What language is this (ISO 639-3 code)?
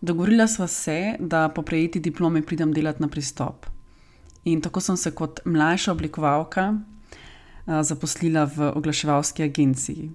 slv